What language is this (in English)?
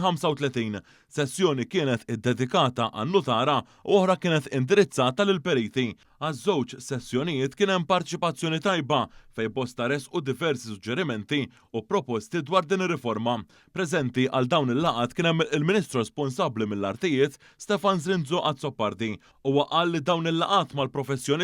Maltese